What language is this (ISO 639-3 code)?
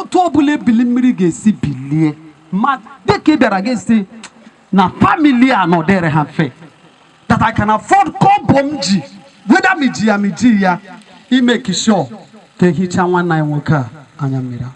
ibo